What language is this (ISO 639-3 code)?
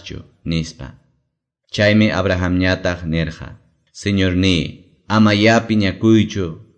que